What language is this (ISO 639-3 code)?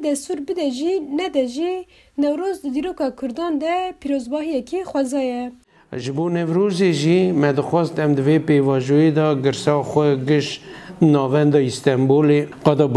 kur